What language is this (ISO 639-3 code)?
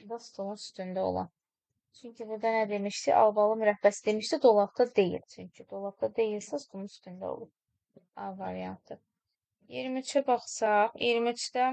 aze